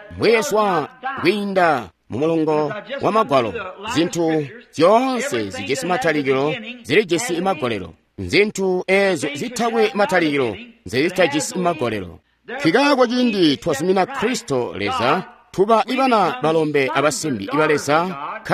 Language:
Tonga (Zambia)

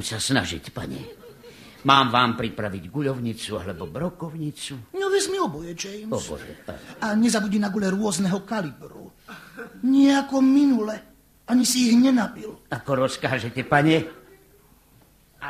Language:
Slovak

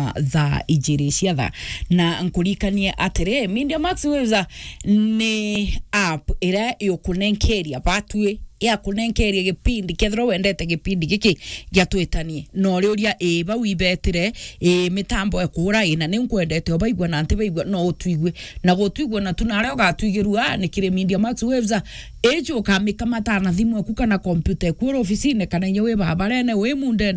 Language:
Meru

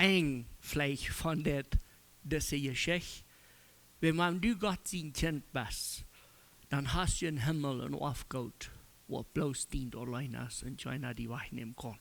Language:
Plautdietsch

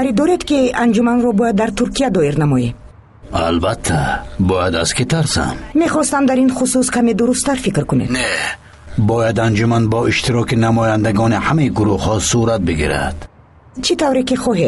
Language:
Tajik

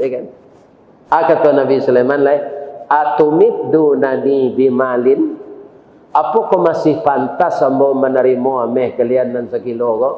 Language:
Minangkabau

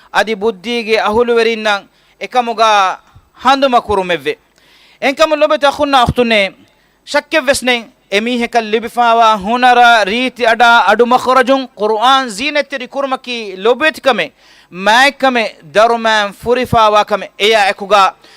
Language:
Divehi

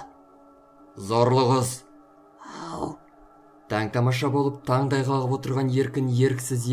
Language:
Kazakh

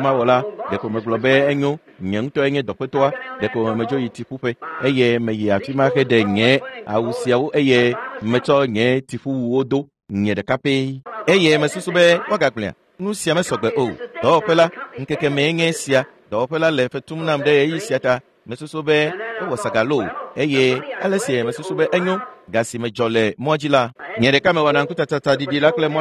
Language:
Ewe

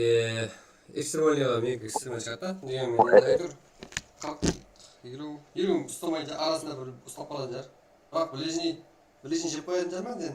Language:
Kara-Kalpak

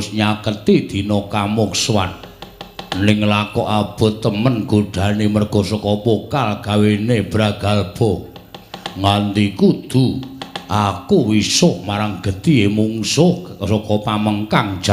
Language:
Javanese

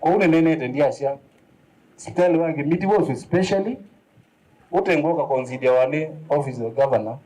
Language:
Kamba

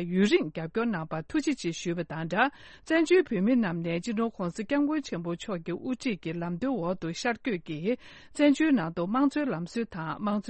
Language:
Tibetan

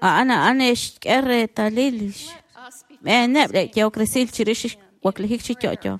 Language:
Kekchí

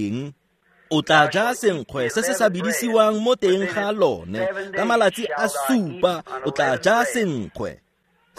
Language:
Tswana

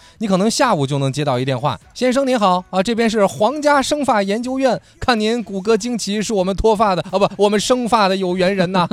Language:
Chinese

